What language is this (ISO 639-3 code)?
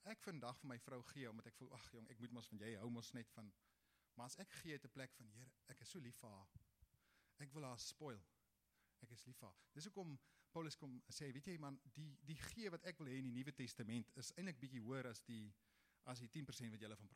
afr